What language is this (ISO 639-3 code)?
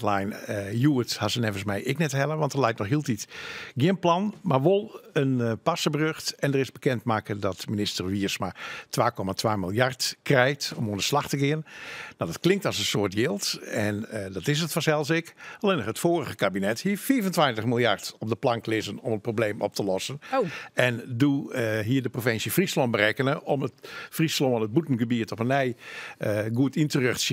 fry